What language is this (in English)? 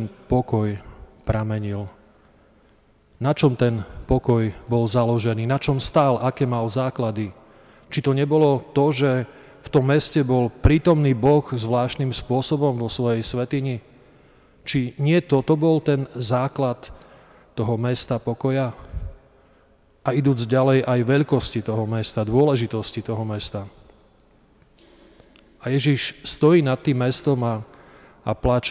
Slovak